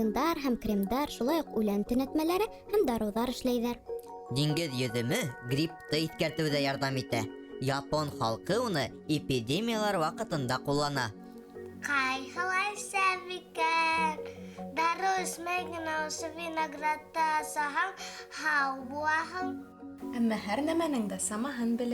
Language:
Bashkir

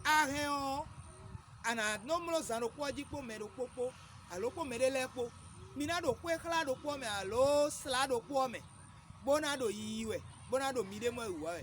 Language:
Fon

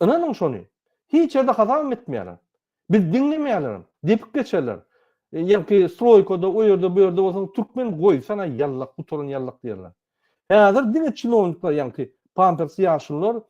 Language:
Turkmen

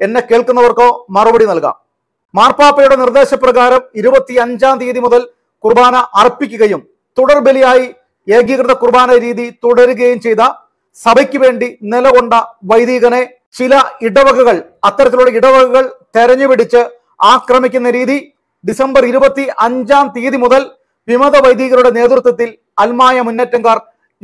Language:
Malayalam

